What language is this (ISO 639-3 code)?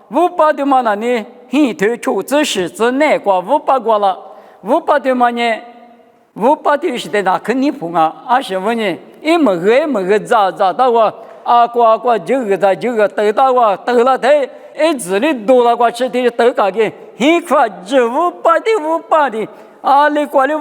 lis